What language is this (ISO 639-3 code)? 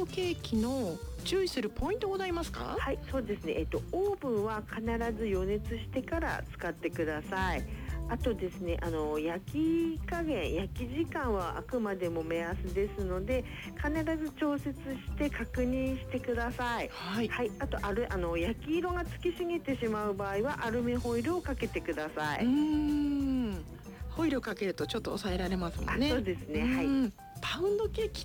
jpn